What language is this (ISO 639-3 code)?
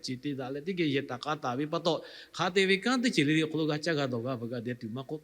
lhu